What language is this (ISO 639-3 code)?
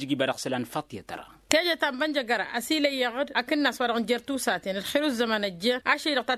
taq